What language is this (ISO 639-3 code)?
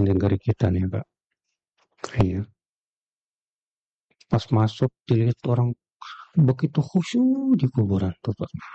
ind